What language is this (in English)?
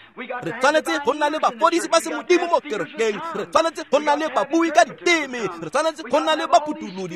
Tswana